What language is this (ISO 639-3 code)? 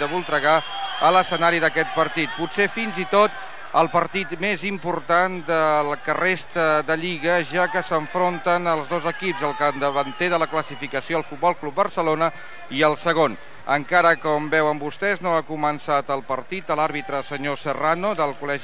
cat